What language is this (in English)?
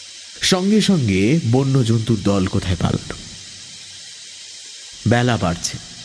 Bangla